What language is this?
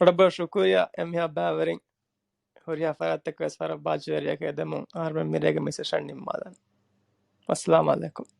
Divehi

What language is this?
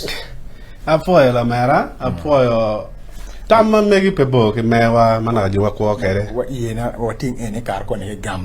Acoli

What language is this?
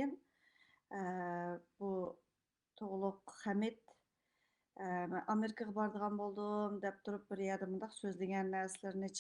Uyghur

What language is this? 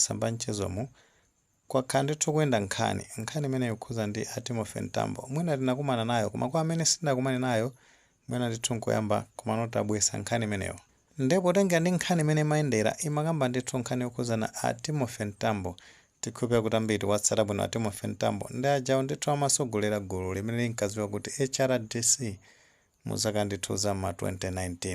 Nyanja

